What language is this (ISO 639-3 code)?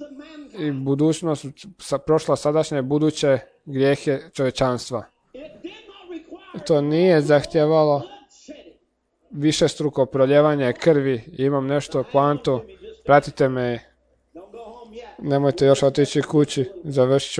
hrv